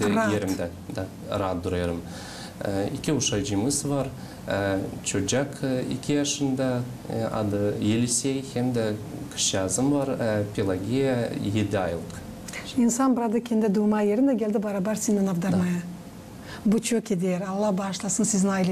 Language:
Gagauz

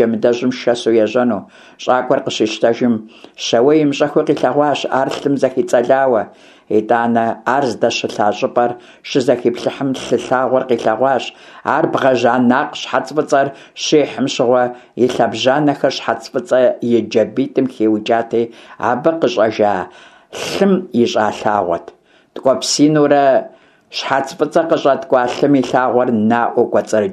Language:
Kabardian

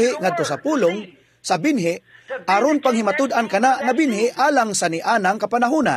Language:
Cebuano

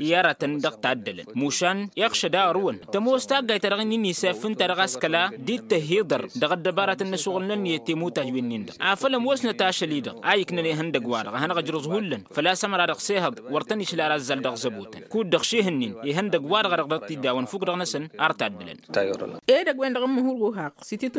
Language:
Tamasheq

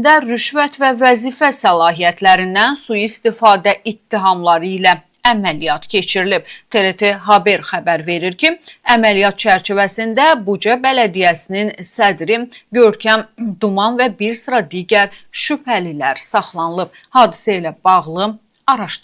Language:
Azerbaijani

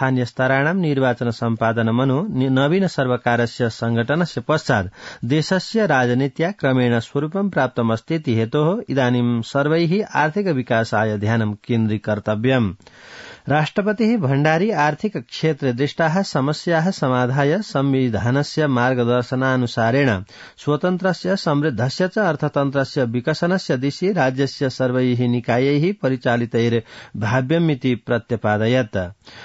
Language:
Sanskrit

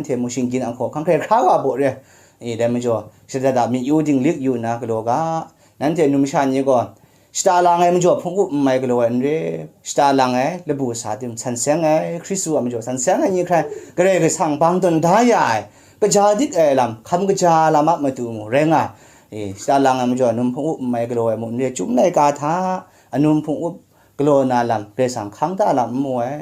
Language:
Kachin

